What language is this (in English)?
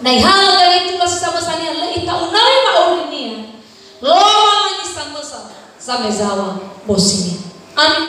Nias